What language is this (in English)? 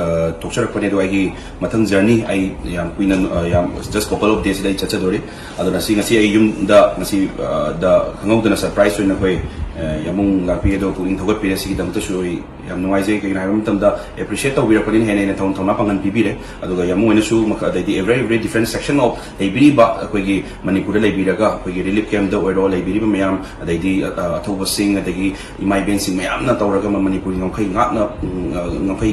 Manipuri